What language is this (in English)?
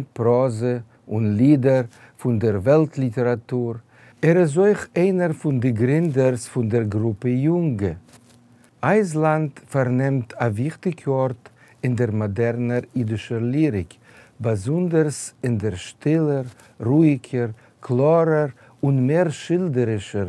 Yiddish